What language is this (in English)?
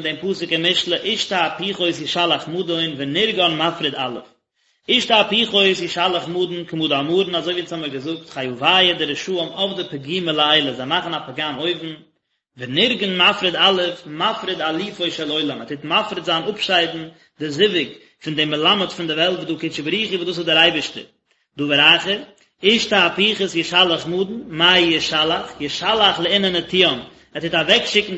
Yiddish